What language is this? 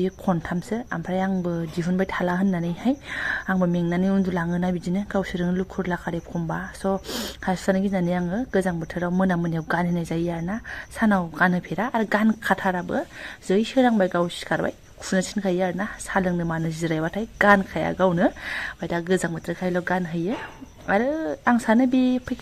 Bodo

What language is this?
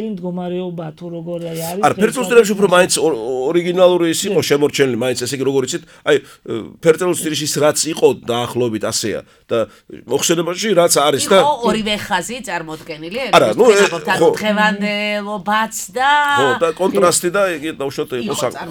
Georgian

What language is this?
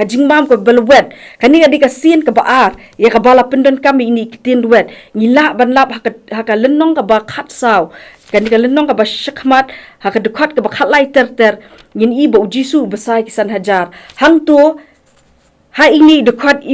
Khasi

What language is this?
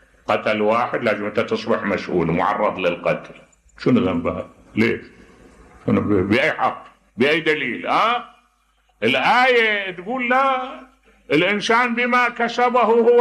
Mesopotamian Arabic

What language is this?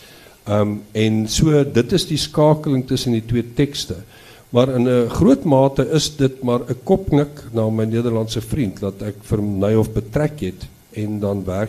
Afrikaans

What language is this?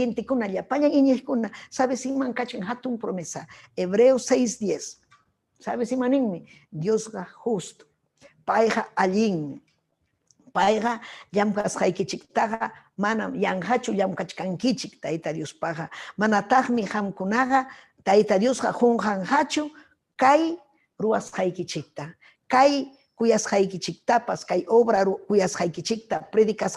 Ayacucho Quechua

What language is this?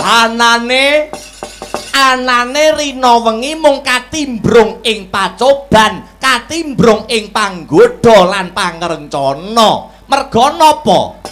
Javanese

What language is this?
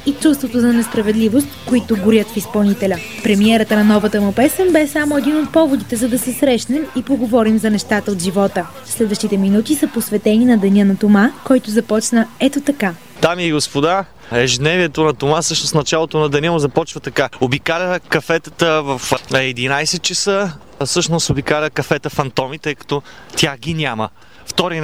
Bulgarian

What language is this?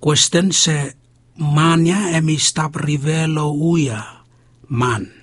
Bislama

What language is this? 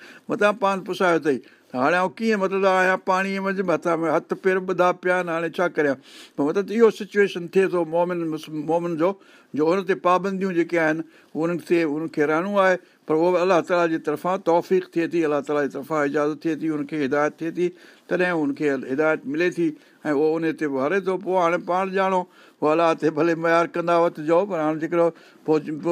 Sindhi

